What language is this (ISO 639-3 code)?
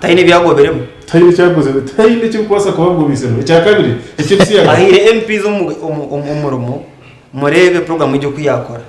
nyn